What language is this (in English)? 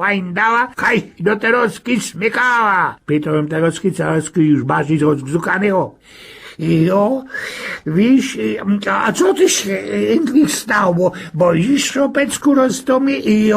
Silesian